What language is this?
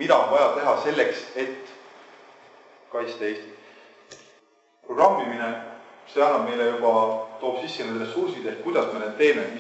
Estonian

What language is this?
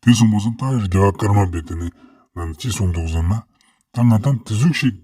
Ladakhi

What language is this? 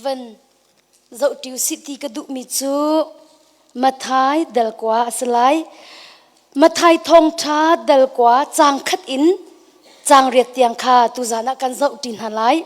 Hakha Chin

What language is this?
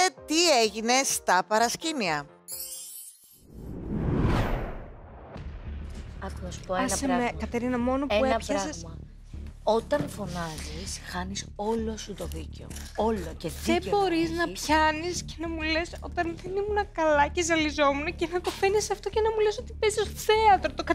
Greek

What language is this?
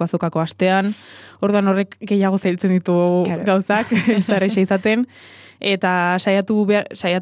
Basque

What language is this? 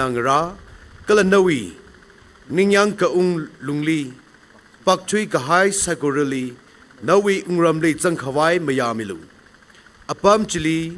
Tangkhul Naga (India)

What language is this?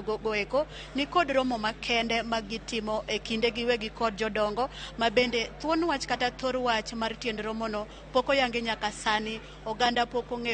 Luo (Kenya and Tanzania)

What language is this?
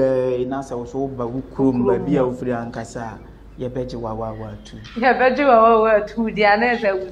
Akan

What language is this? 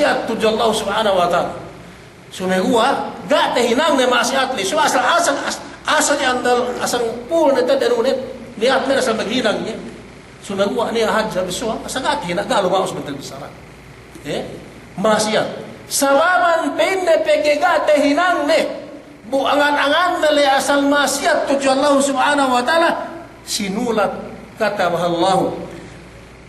Yakan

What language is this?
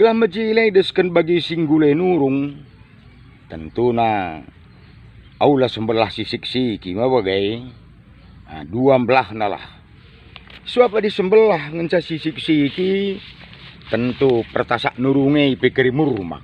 Batak Karo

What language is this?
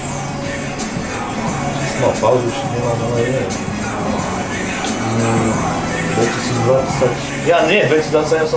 Slovak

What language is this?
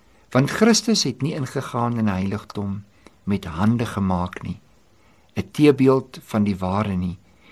Afrikaans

